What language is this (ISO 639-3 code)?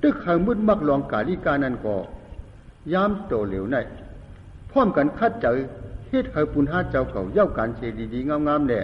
shn